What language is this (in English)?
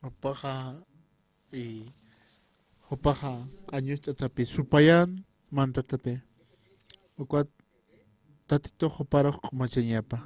Aymara